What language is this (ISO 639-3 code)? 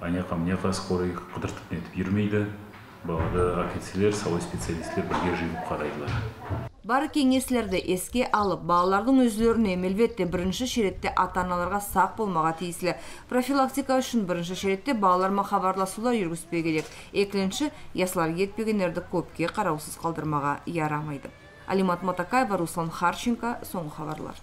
nog